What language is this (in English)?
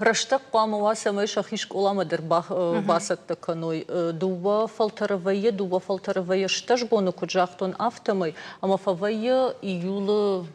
Ossetic